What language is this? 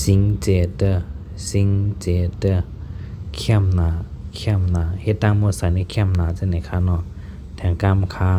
Shan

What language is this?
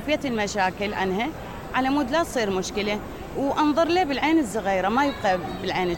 Mesopotamian Arabic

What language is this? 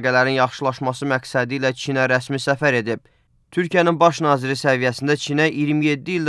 Azerbaijani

